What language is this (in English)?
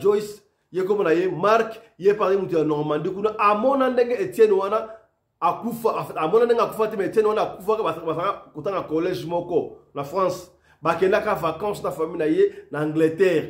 Lingala